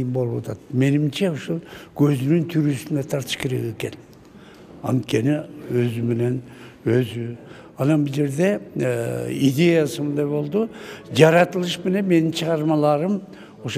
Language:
Kyrgyz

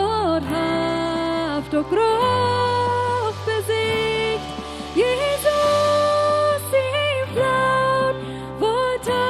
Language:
Plautdietsch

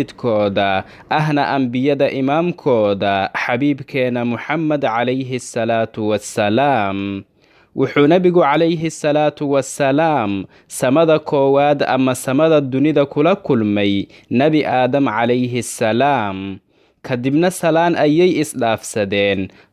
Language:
Somali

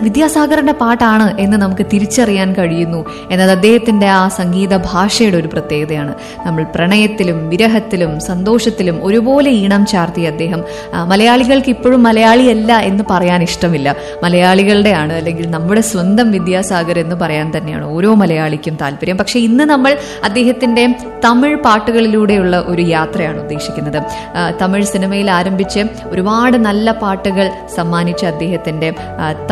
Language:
Malayalam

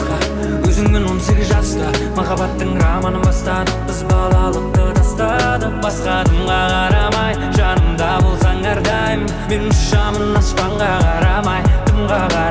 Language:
Kara-Kalpak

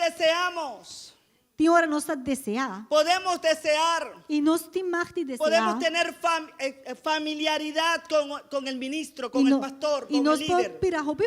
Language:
Papiamento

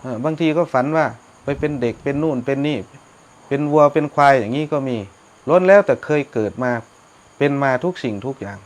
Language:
Northeastern Thai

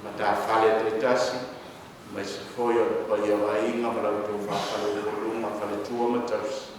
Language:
Samoan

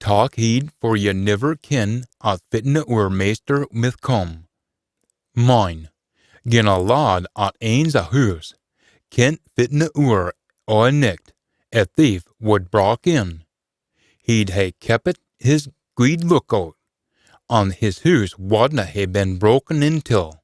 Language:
Scots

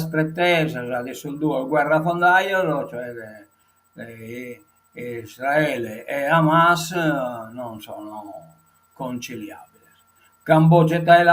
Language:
Sardinian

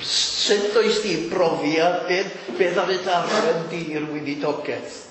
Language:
Welsh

